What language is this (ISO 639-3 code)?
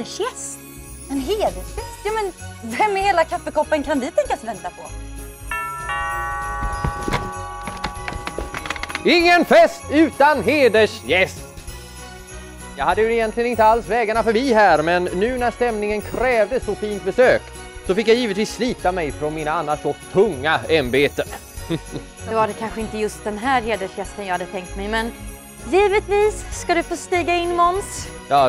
swe